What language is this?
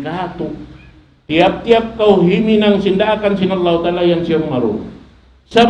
Tausug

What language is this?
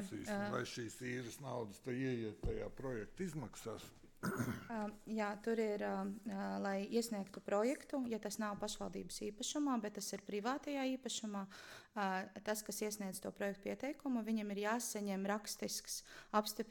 Latvian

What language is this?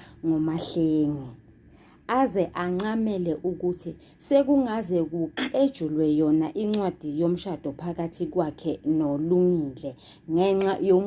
Zulu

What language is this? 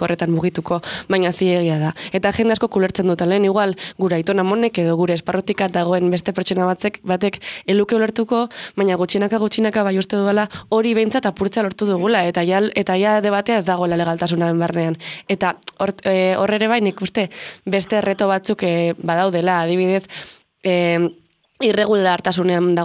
Basque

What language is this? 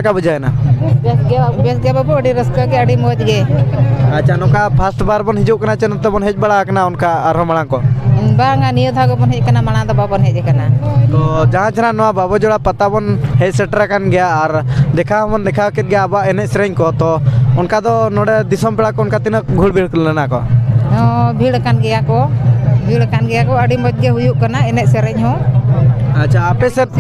Santali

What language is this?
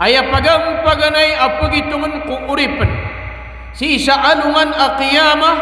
Maranao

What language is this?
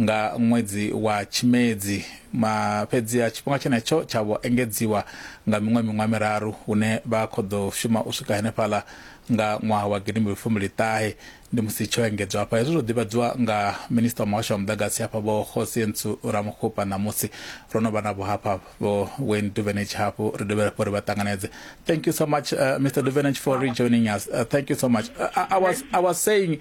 Venda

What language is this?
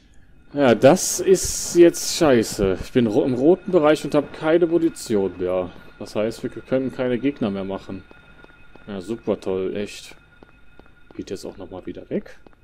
German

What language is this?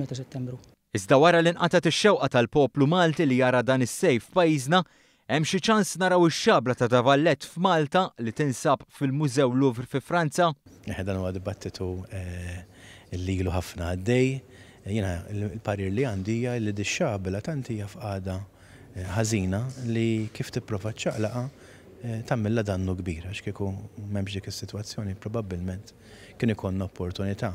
Maltese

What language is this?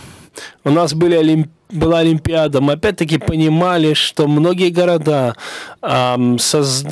Russian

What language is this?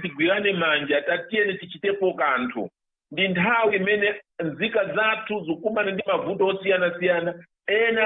Nyanja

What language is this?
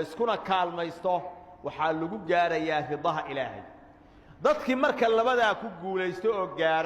Somali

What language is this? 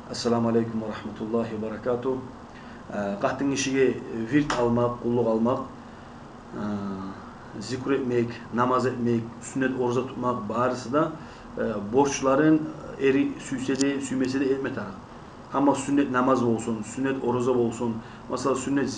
Kumyk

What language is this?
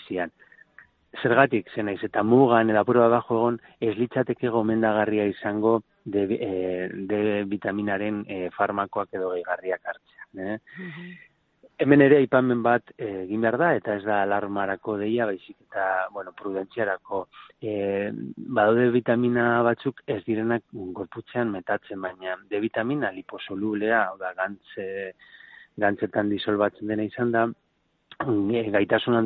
Basque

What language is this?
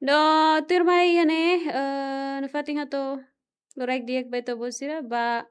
Tetum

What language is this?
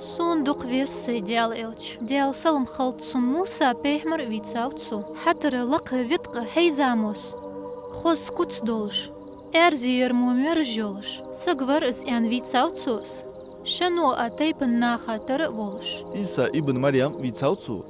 Ingush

